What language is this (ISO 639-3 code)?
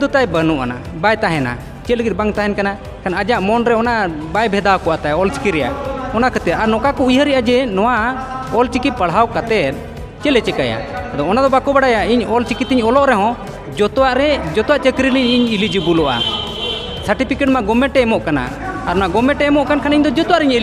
sat